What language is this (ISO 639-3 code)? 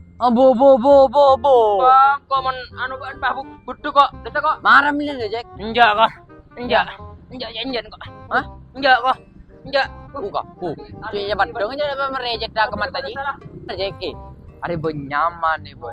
mad